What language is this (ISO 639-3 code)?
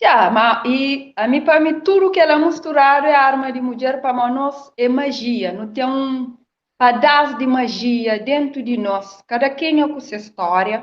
kea